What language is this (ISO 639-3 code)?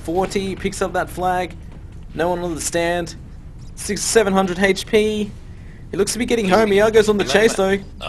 eng